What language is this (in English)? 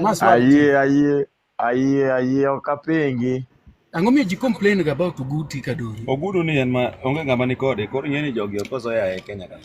Luo (Kenya and Tanzania)